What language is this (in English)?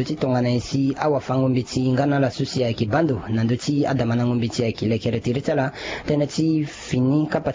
Sango